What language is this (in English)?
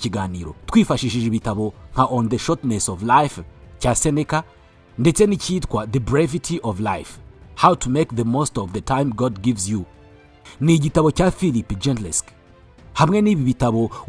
Kinyarwanda